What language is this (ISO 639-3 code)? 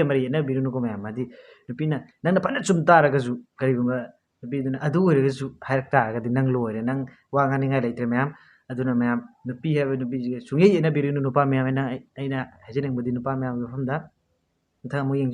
mni